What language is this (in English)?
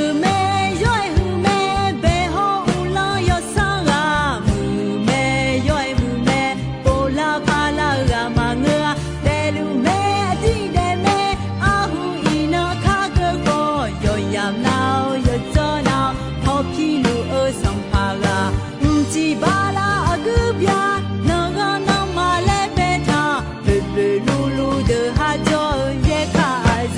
Akha